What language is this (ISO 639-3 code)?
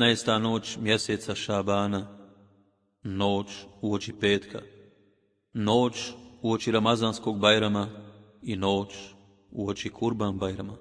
bos